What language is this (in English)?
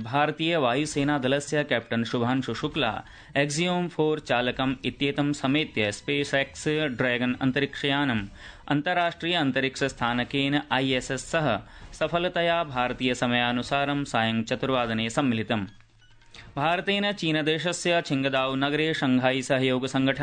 Sanskrit